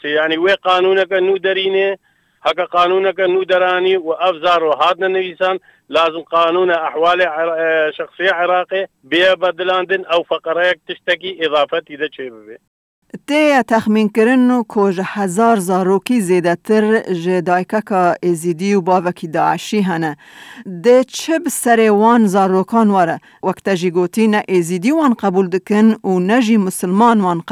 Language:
Kurdish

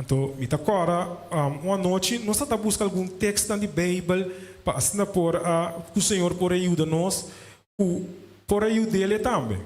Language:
Papiamento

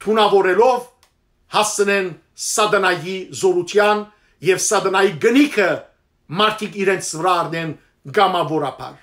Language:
Western Armenian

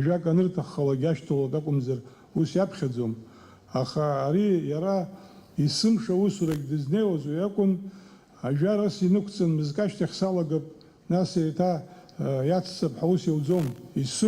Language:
Abkhazian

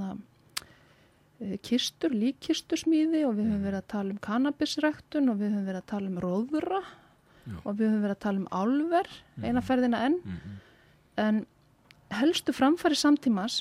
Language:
Icelandic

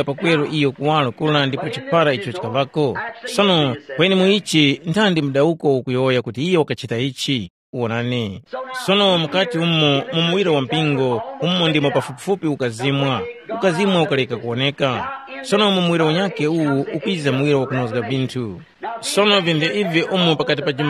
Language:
Tumbuka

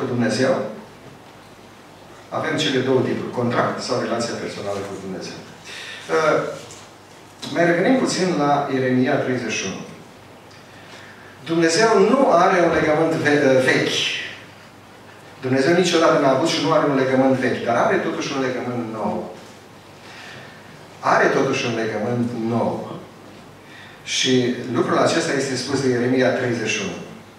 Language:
Romanian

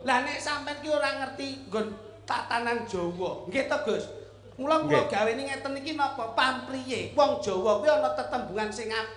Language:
Javanese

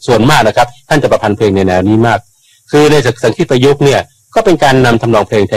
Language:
Thai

